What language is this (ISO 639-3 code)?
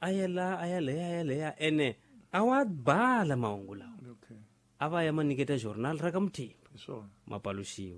tso